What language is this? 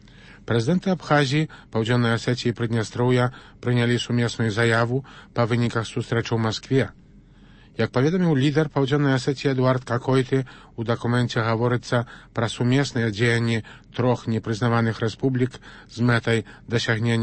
Belarusian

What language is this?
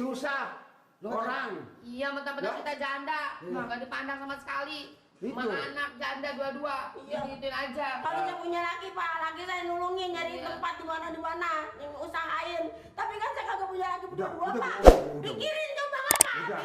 Betawi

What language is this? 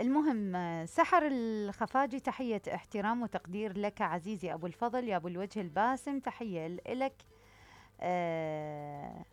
Mesopotamian Arabic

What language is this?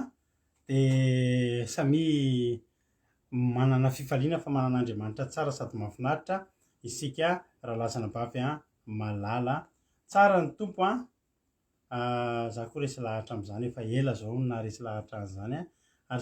Malagasy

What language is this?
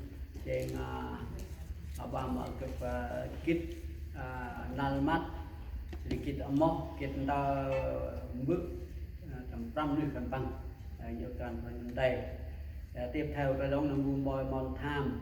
Central Mnong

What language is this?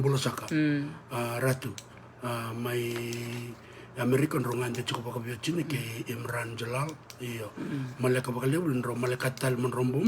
Fijian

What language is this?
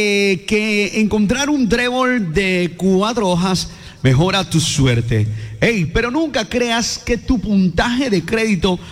Spanish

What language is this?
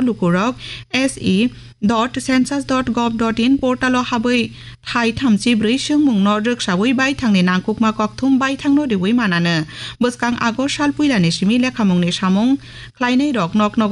Kok Borok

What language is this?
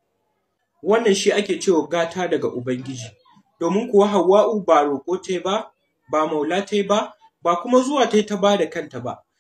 Hausa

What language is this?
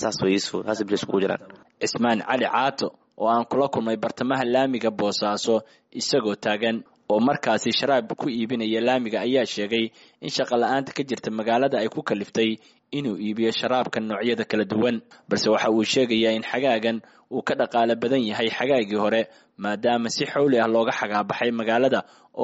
Somali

